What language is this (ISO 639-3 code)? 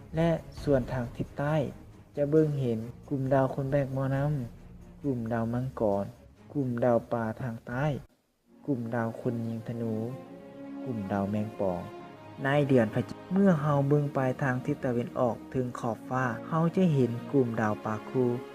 lao